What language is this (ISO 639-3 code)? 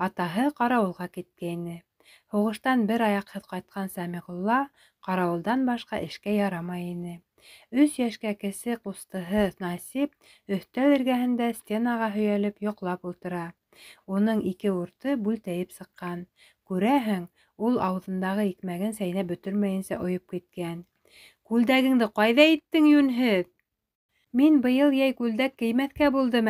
bak